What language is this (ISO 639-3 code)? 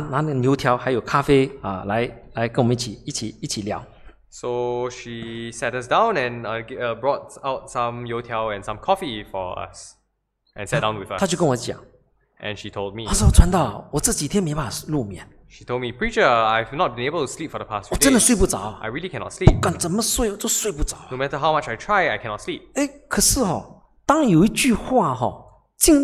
zho